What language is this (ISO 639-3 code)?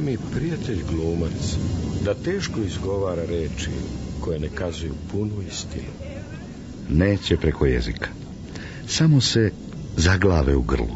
srp